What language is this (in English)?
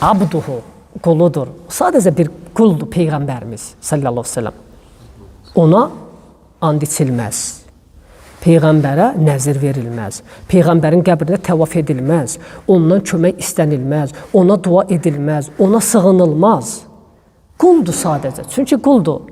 Azerbaijani